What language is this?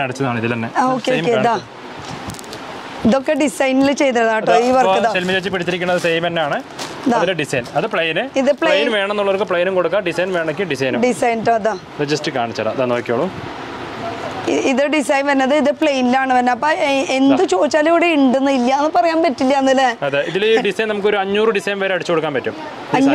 Malayalam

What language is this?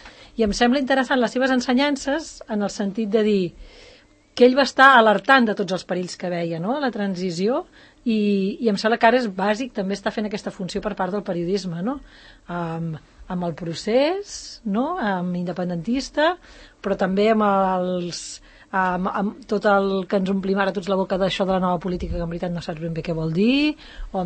Catalan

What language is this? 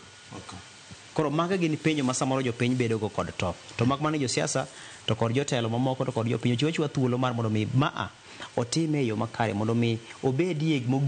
Luo (Kenya and Tanzania)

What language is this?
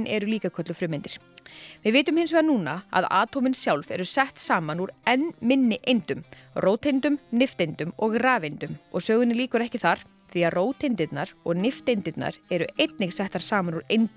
Icelandic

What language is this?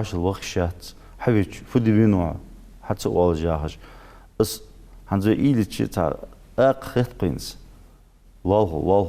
Ingush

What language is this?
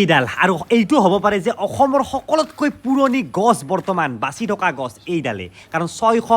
Assamese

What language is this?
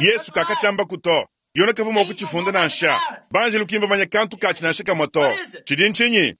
Luba-Lulua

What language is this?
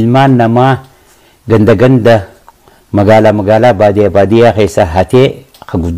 Oromo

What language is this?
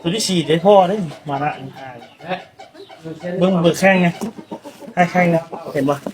Lao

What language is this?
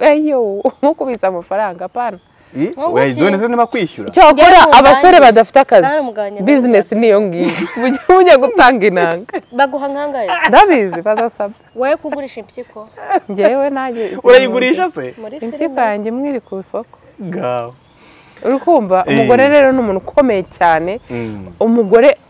Kinyarwanda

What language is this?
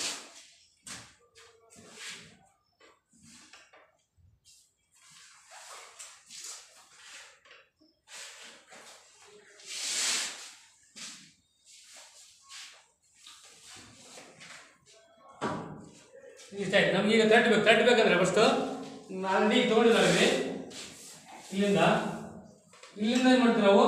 Kannada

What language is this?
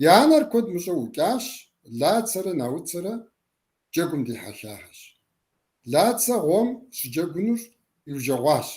Kabardian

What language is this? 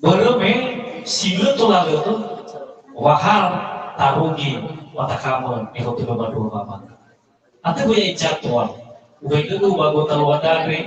Nias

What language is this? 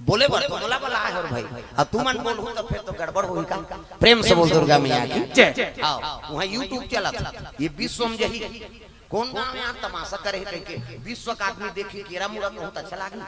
Chhattisgarhi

